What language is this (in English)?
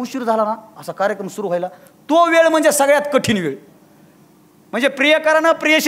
Marathi